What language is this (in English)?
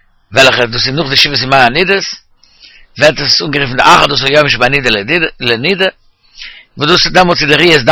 Yiddish